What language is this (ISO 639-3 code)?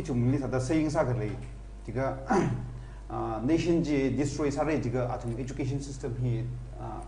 nmf